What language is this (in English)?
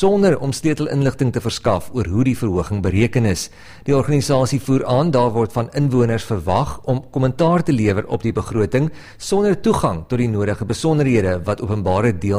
Afrikaans